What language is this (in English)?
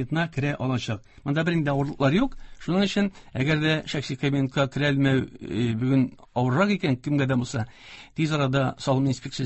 Tatar